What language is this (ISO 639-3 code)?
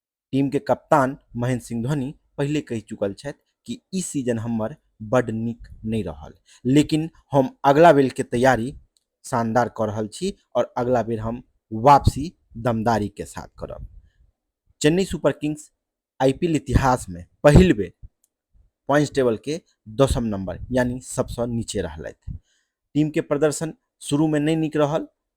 mai